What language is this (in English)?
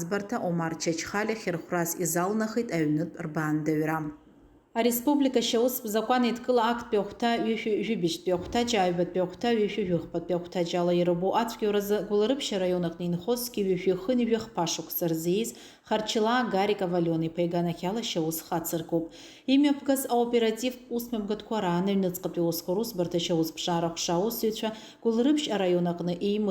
Abkhazian